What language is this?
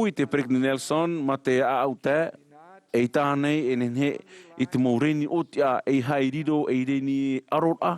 Tahitian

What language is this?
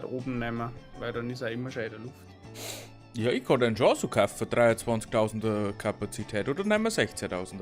Bavarian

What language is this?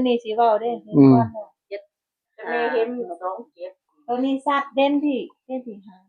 Northeastern Thai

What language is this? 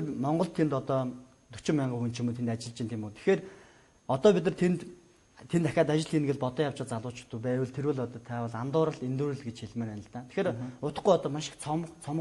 Mongolian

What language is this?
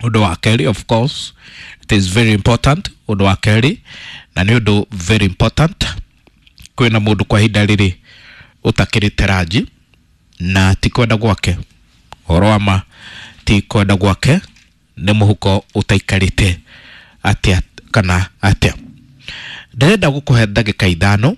Kikuyu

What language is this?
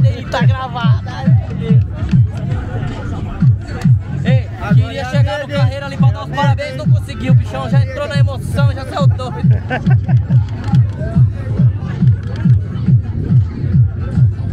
Portuguese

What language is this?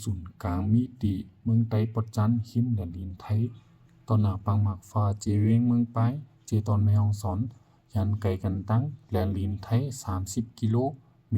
Shan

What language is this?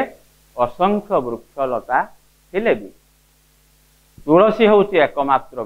Odia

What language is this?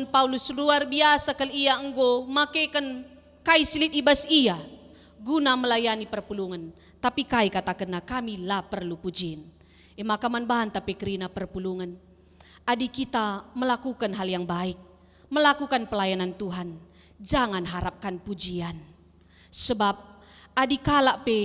Batak Karo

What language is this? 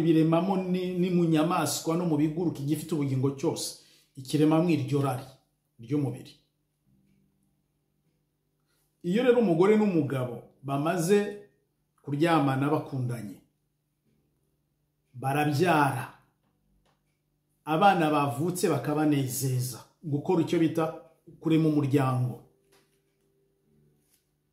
Kinyarwanda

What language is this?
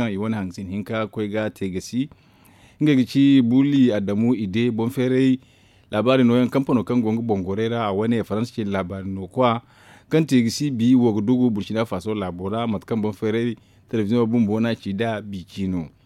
Zarma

